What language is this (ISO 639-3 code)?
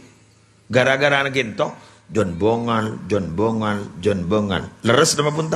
mad